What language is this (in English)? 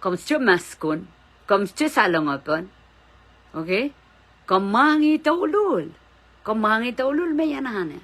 Pohnpeian